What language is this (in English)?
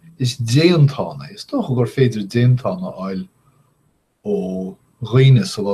Irish